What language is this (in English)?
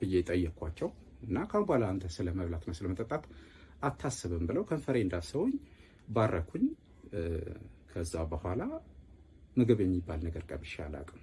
Amharic